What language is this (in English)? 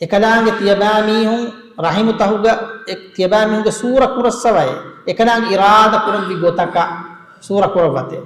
Divehi